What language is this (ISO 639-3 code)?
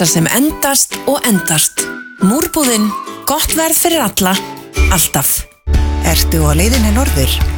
isl